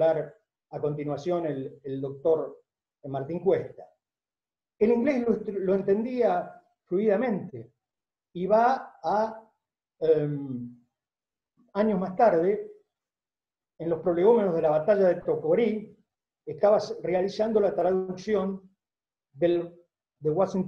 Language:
Spanish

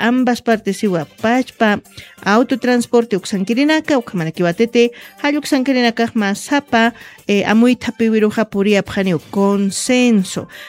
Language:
Aymara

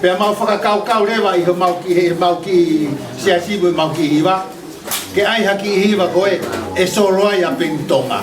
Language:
Tongan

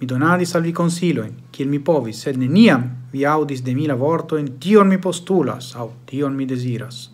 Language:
Esperanto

